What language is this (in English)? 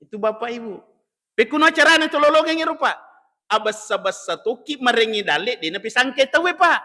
Buginese